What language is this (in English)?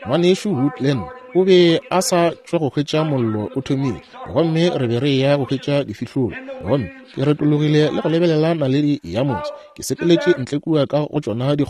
Northern Sotho